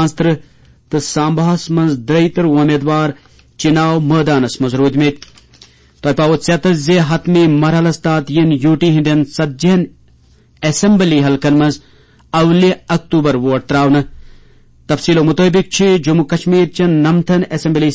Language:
Kashmiri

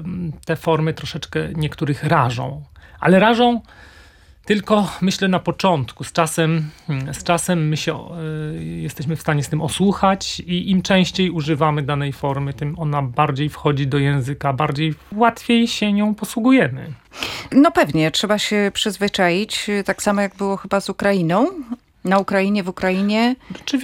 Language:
Polish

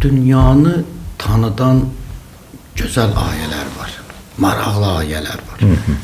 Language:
Azerbaijani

